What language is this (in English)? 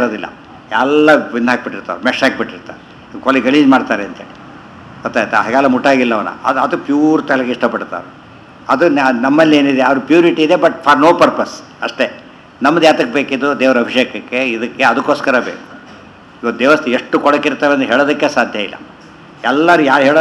Kannada